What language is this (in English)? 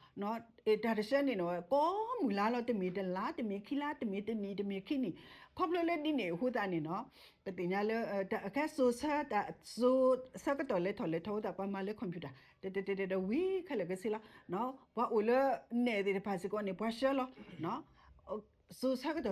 S'gaw Karen